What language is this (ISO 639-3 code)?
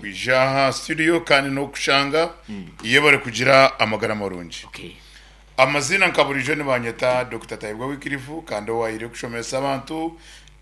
nyn